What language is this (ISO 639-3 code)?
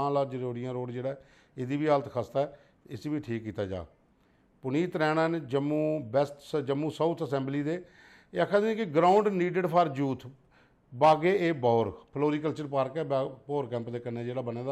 doi